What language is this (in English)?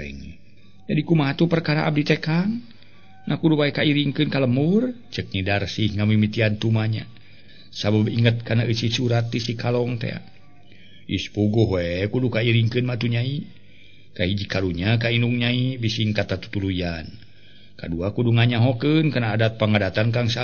Sundanese